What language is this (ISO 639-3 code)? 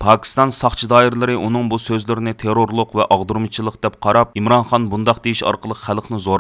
uig